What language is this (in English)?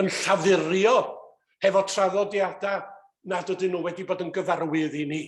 Welsh